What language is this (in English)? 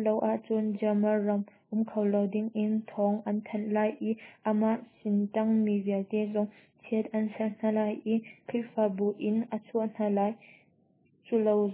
Hakha Chin